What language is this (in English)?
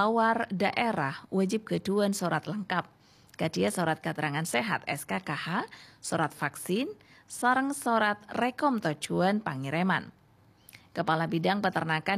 Madurese